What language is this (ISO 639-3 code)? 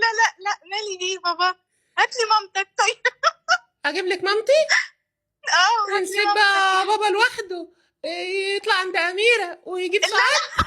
arz